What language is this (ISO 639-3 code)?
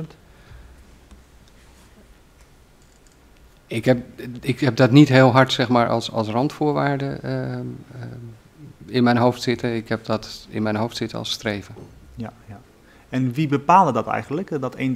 nld